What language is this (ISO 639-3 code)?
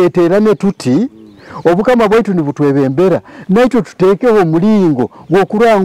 nyo